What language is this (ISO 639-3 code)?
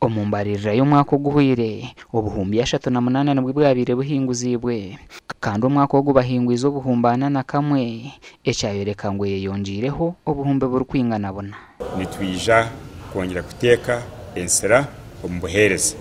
nyn